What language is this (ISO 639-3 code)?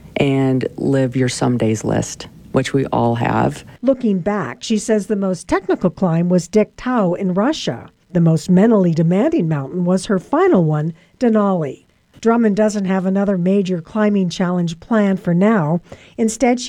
eng